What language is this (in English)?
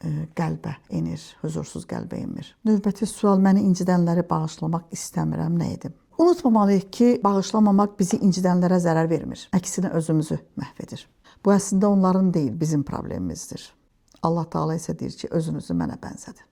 Azerbaijani